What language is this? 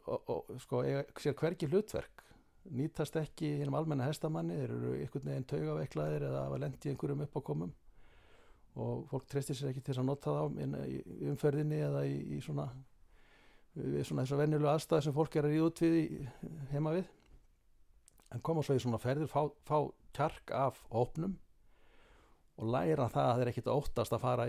Icelandic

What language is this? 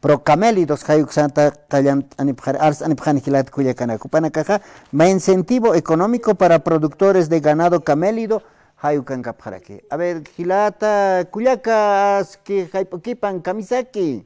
Aymara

